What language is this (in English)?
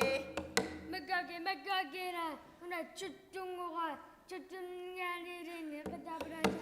Kalaallisut